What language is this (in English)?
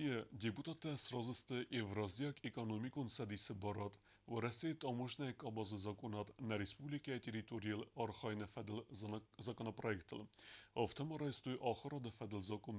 Ossetic